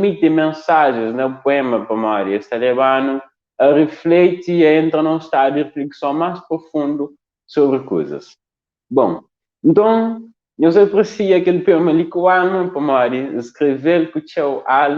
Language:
Kabuverdianu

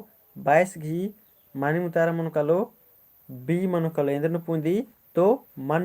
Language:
Kurukh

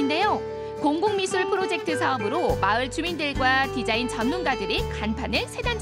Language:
Korean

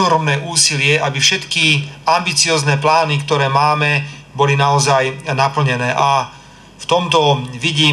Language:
Slovak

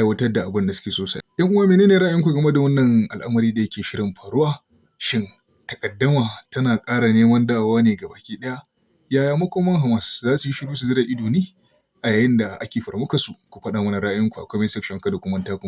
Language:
Hausa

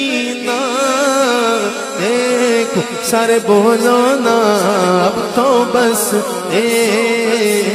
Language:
Urdu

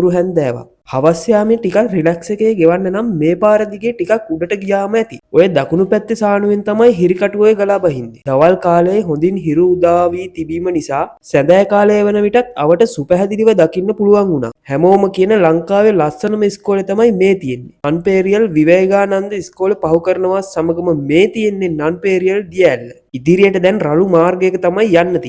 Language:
Sinhala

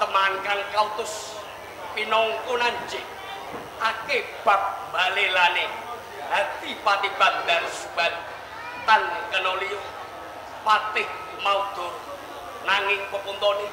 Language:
Javanese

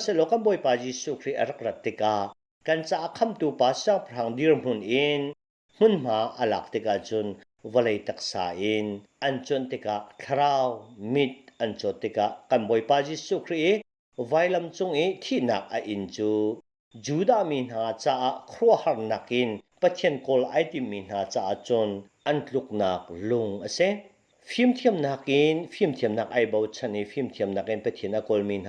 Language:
Hakha Chin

